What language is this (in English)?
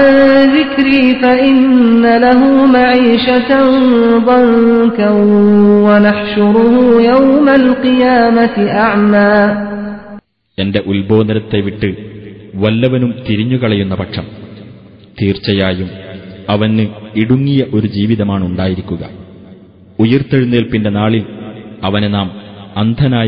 Malayalam